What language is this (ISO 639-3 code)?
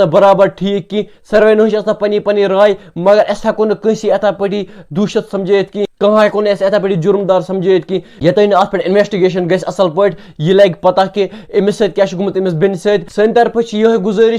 kas